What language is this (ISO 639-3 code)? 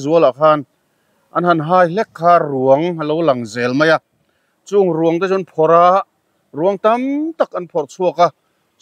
lus